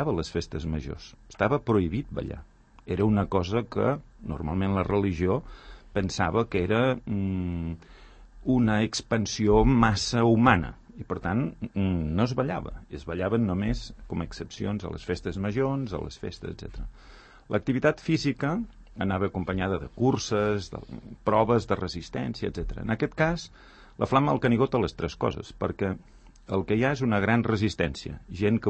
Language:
Catalan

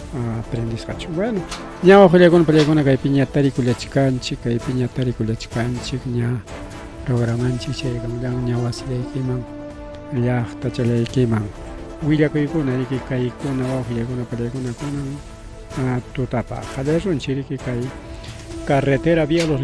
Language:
Ayacucho Quechua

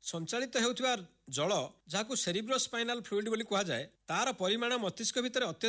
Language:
Odia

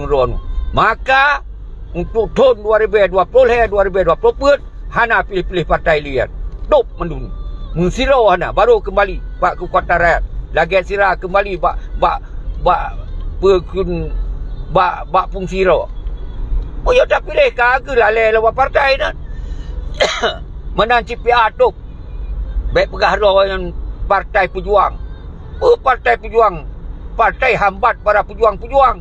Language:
Achinese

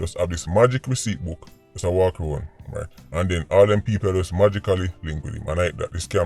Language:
Jamaican Creole English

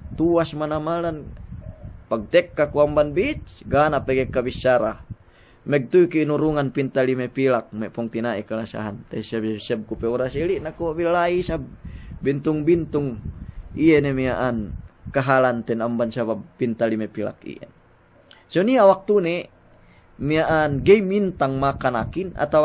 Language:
Yakan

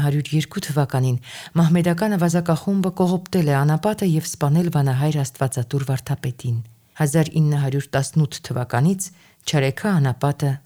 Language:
Armenian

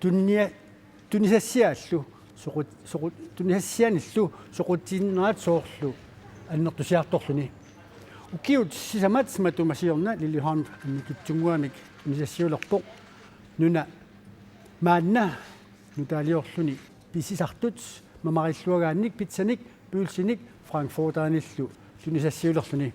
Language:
Kalaallisut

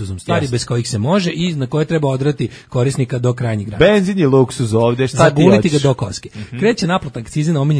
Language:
Serbian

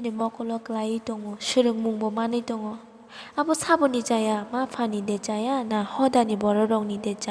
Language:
Kok Borok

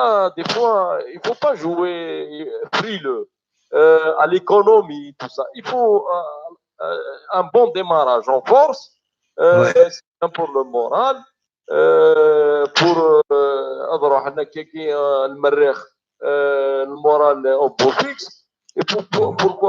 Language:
Kabyle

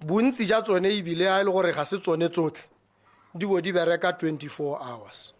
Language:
Tswana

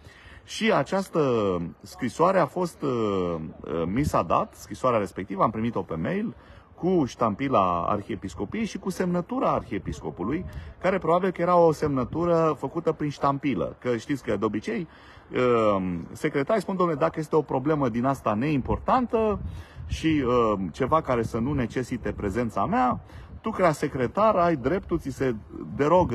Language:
Romanian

